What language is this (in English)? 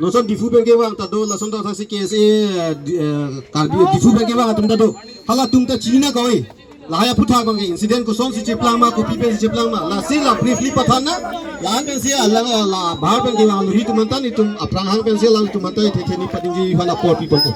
Karbi